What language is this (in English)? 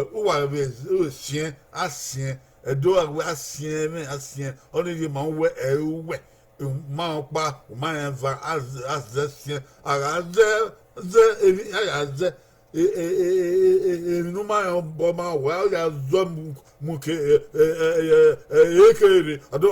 Bini